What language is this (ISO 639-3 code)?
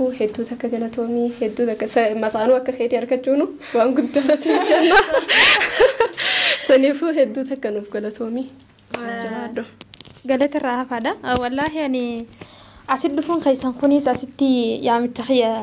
orm